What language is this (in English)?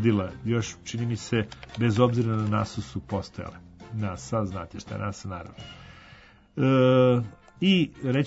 Serbian